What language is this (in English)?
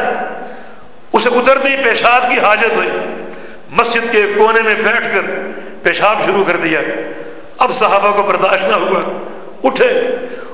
Urdu